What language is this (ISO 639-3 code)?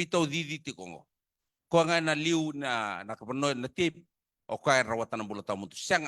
fij